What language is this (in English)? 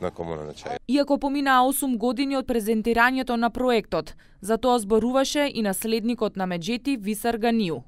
Macedonian